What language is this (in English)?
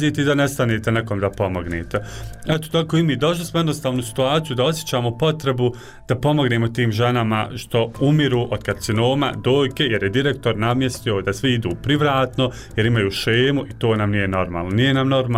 Bosnian